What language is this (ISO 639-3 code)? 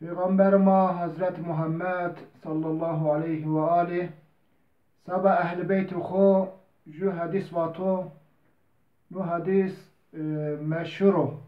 zza